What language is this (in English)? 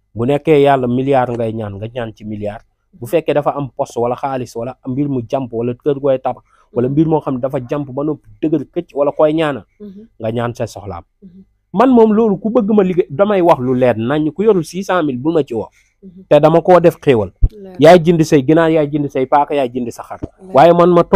Wolof